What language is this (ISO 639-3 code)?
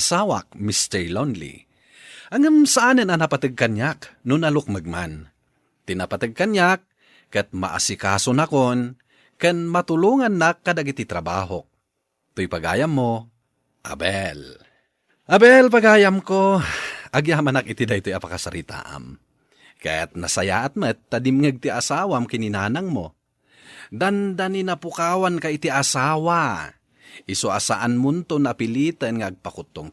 ilo